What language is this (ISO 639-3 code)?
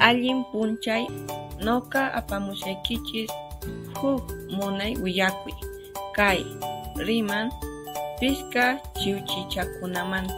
que